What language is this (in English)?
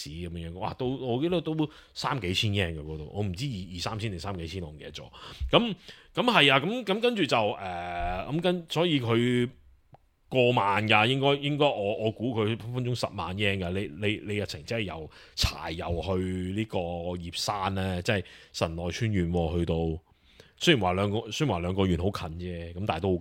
Cantonese